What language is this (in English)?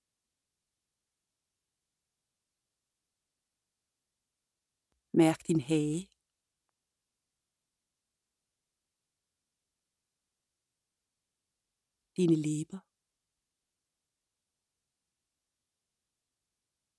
Danish